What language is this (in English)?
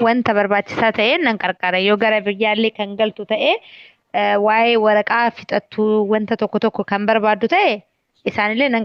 Oromo